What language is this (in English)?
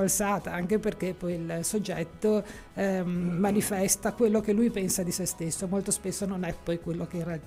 Italian